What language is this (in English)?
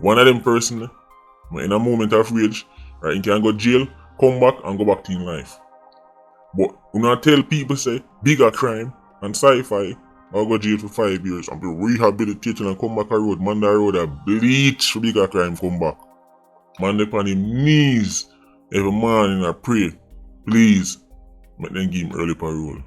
Jamaican Creole English